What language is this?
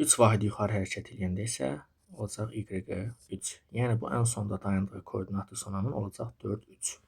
Azerbaijani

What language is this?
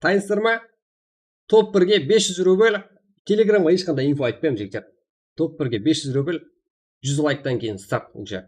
Kara-Kalpak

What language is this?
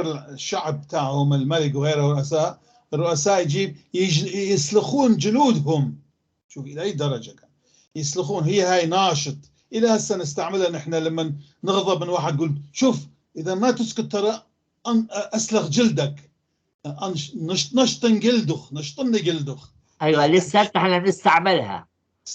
North Levantine Arabic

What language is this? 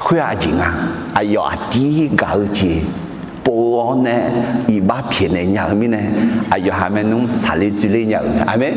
Akha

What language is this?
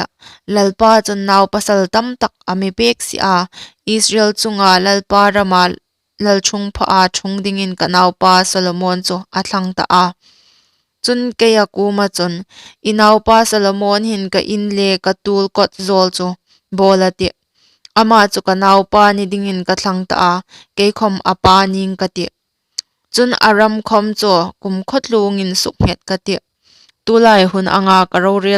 Hmar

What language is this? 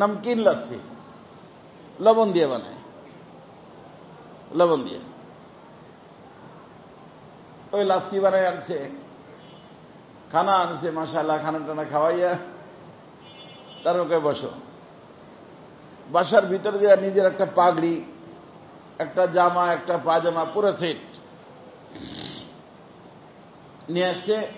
Bangla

